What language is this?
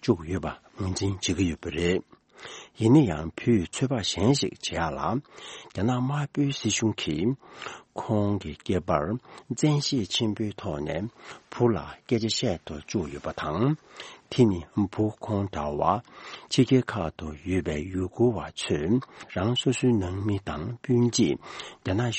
Tibetan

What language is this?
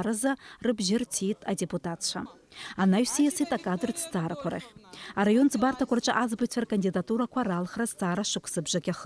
Abkhazian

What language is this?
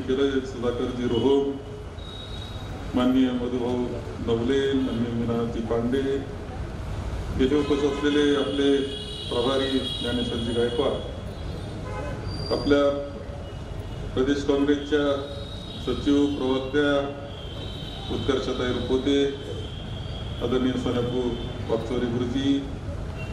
Marathi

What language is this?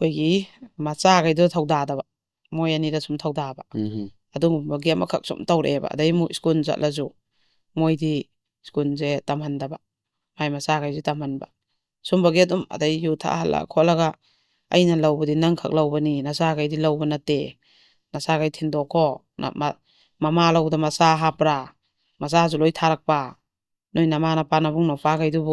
Manipuri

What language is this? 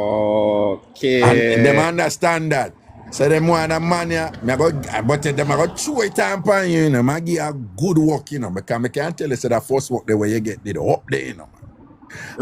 Jamaican Creole English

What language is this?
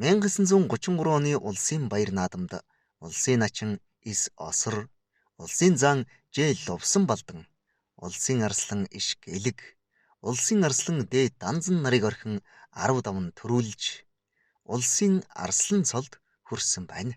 Mongolian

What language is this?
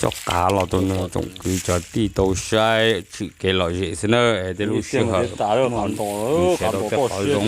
Hmong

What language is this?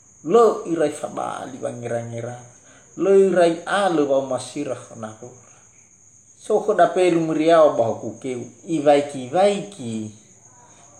Nias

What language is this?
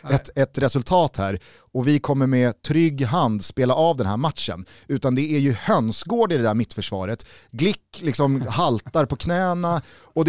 Swedish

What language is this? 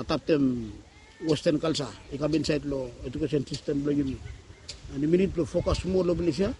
Bislama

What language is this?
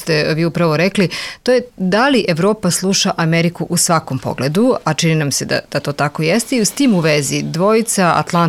Serbian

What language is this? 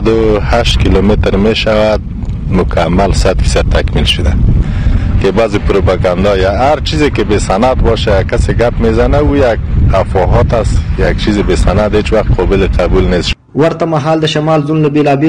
Pashto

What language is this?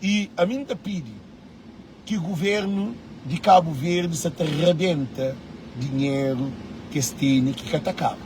Kabuverdianu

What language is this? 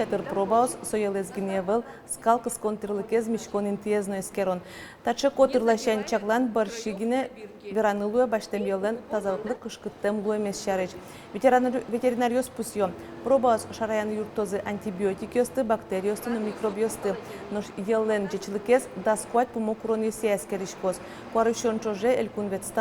Udmurt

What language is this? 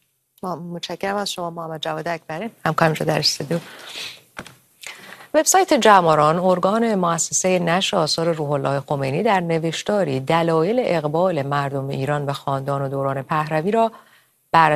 Persian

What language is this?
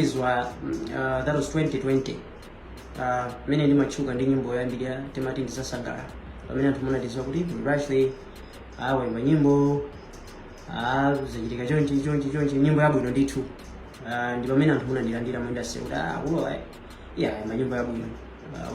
Nyanja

